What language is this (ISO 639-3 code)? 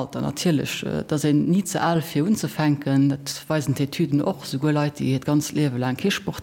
ltz